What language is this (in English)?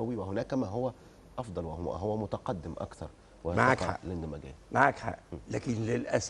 Egyptian Arabic